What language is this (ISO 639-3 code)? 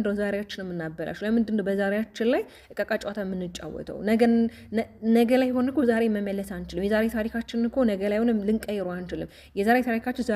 amh